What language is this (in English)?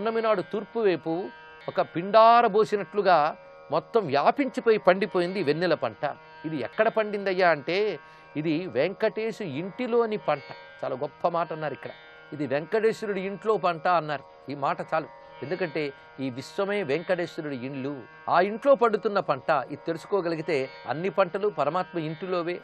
Telugu